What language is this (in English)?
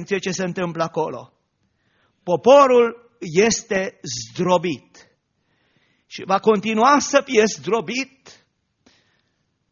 Romanian